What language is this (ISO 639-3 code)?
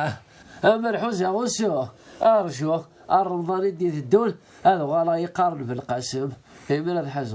kab